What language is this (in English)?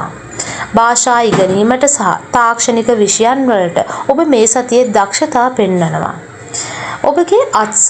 Sinhala